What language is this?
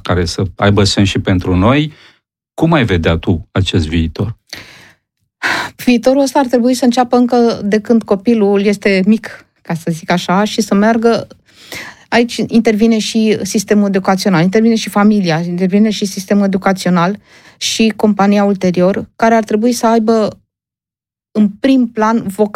Romanian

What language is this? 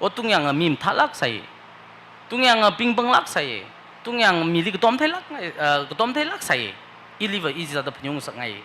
Tangkhul Naga (India)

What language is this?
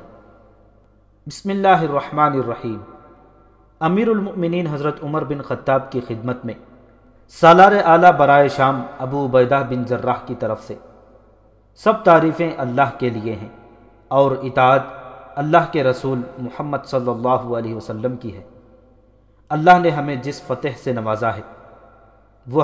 Urdu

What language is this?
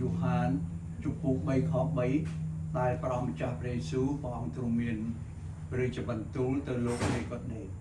Khmer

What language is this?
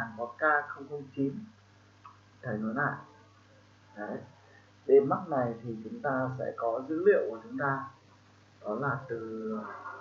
Vietnamese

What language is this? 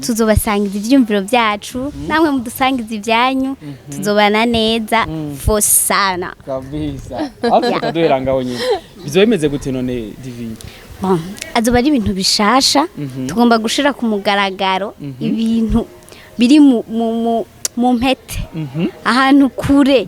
Rundi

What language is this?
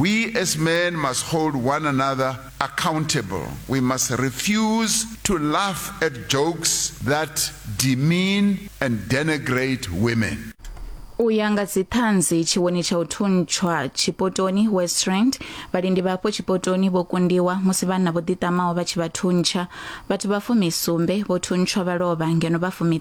Venda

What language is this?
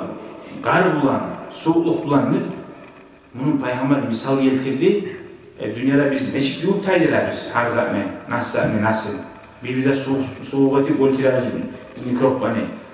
Kumyk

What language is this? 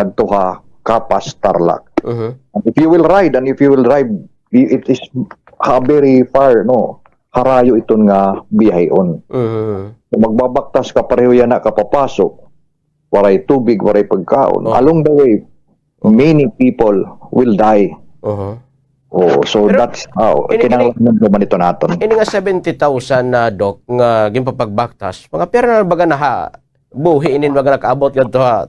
Waray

